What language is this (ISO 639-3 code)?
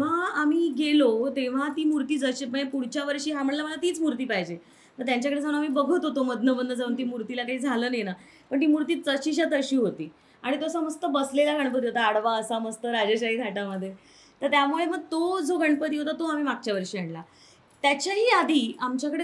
mar